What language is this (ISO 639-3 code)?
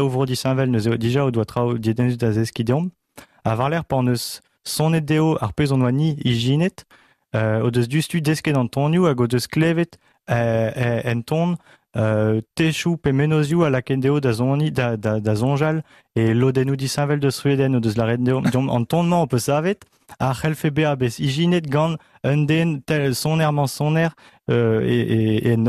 bre